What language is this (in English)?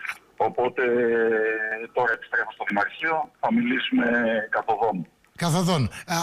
Greek